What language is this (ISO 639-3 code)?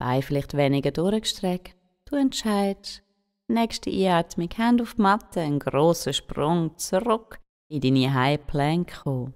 gsw